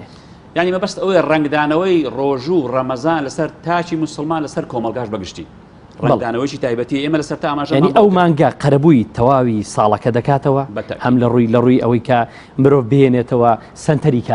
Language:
Central Kurdish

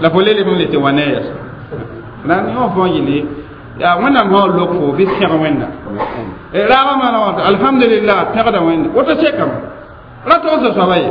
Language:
Mossi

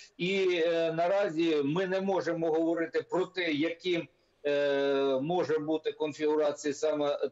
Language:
Ukrainian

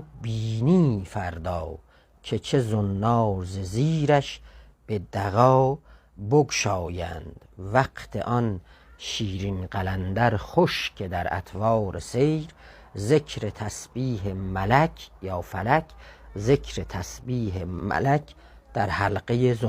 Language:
South Azerbaijani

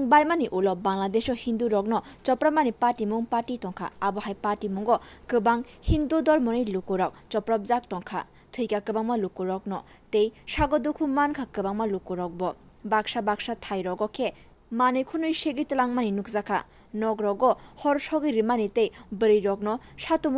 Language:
Kok Borok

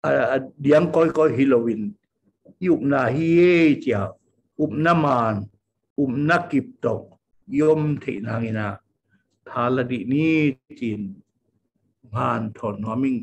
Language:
Tedim Chin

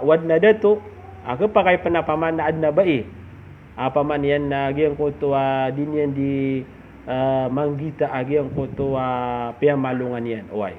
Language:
Maranao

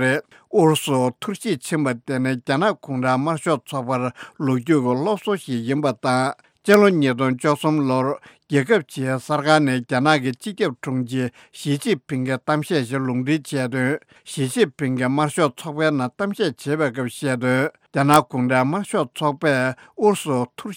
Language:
Tibetan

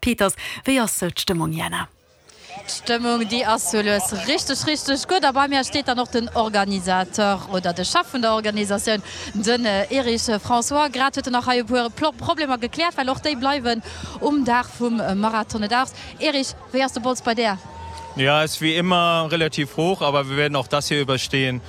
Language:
Luxembourgish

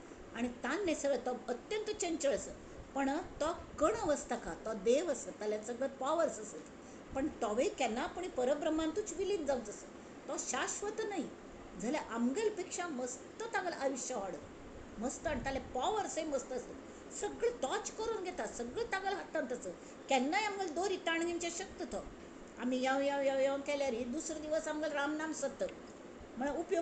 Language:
Konkani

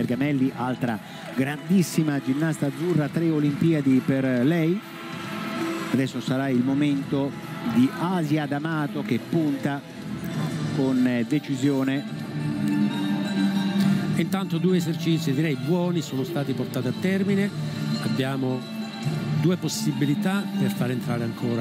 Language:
Italian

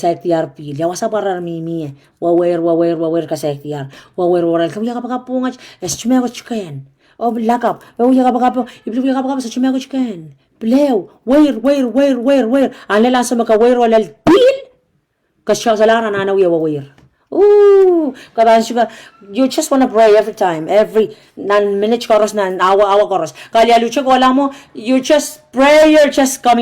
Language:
Pohnpeian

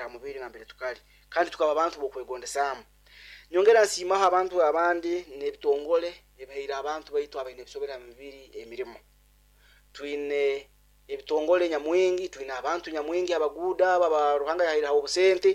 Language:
Nyoro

